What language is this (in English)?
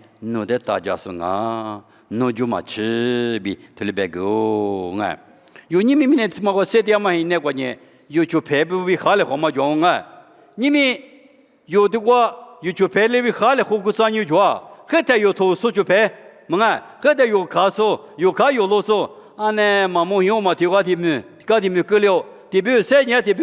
Lisu